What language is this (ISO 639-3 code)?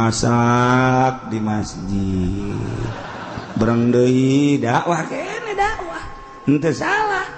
sun